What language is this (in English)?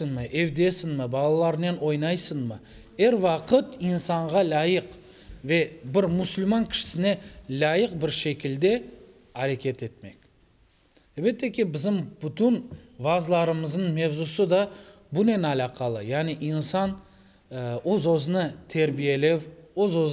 Crimean Tatar